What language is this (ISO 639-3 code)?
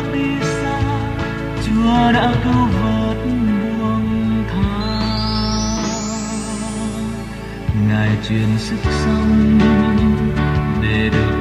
vie